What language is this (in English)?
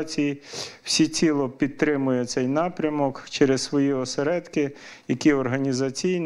Ukrainian